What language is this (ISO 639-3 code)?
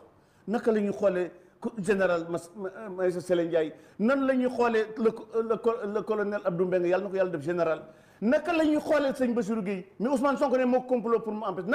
wol